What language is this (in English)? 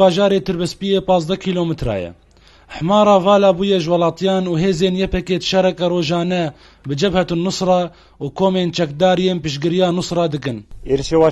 Kurdish